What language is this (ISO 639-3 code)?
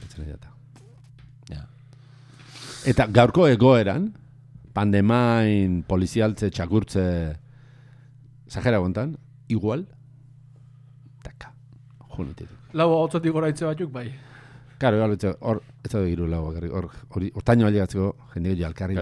eus